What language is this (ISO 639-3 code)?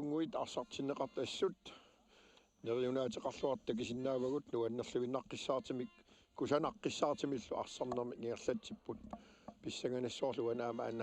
kal